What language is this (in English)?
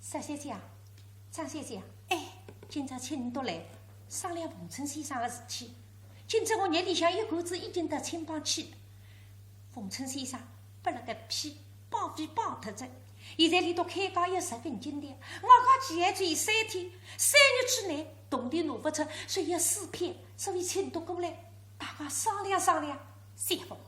Wu Chinese